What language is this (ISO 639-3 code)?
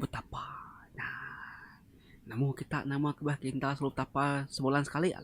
iba